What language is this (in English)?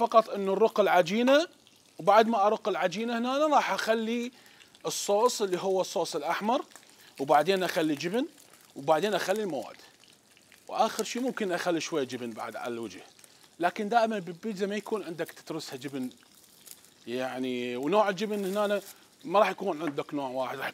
Mesopotamian Arabic